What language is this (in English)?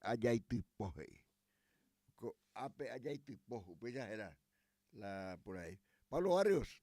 Guarani